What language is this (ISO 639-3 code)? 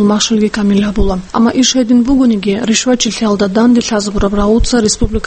ava